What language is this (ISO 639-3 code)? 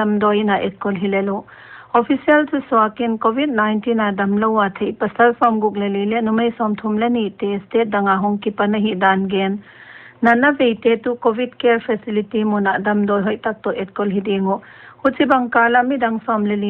pck